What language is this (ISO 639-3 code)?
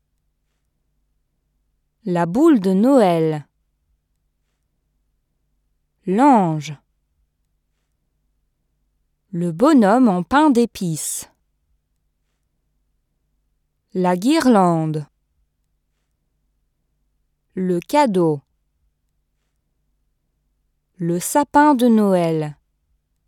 fra